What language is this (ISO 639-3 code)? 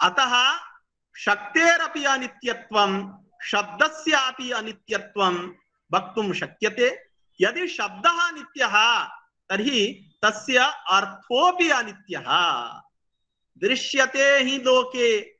san